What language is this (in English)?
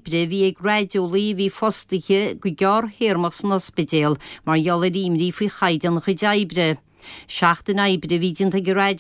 Irish